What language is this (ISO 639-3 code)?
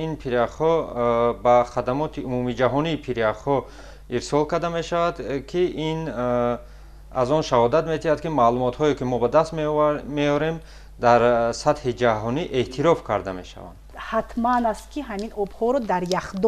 tgk